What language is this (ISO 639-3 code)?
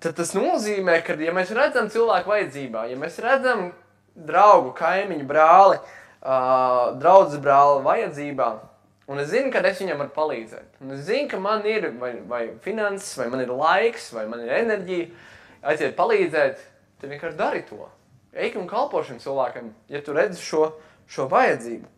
lav